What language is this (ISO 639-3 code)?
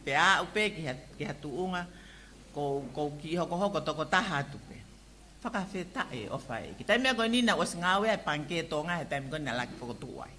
ton